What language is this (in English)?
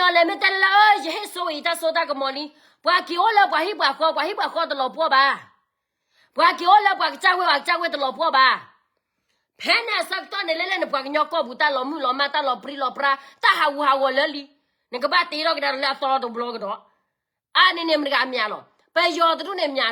S'gaw Karen